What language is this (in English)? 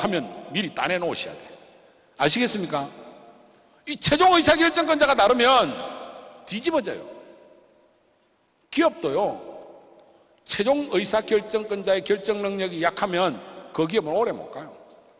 Korean